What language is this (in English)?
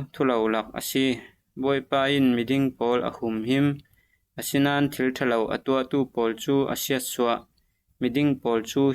Falam Chin